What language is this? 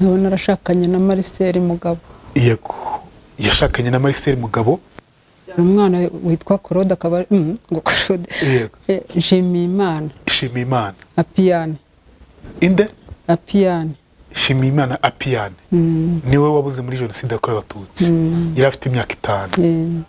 Kinyarwanda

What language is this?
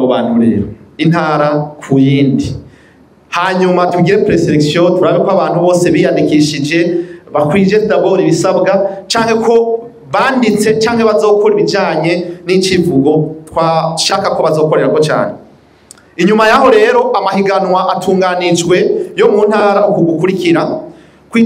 Rundi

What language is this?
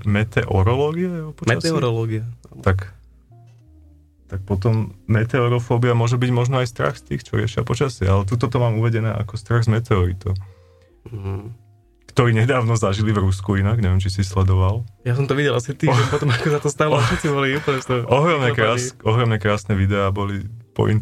Slovak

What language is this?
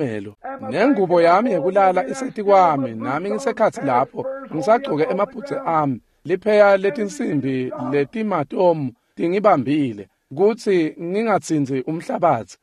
Swati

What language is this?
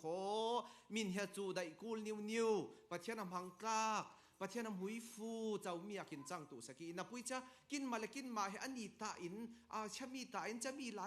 Falam Chin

